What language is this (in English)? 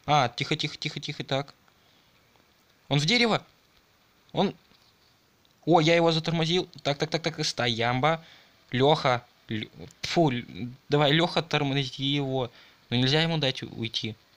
Russian